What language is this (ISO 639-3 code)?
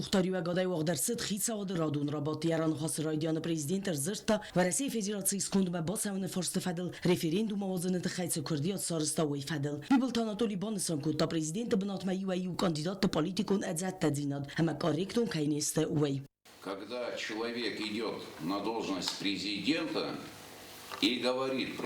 oss